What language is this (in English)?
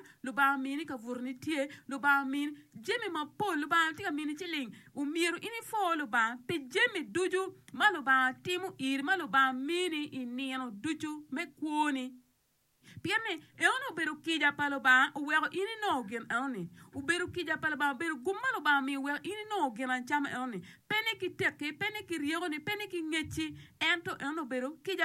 Acoli